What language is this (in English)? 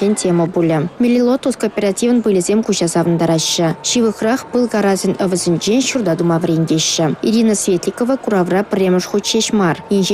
Chuvash